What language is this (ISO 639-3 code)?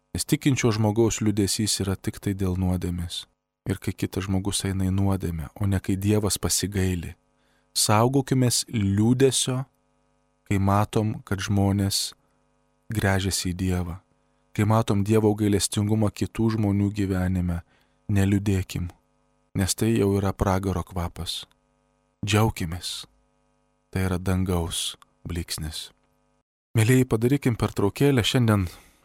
lit